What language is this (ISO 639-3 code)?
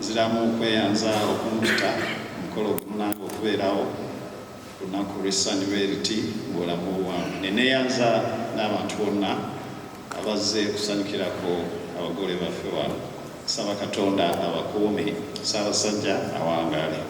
lug